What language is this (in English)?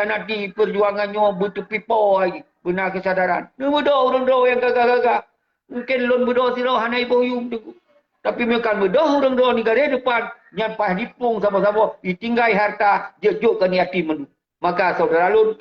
Achinese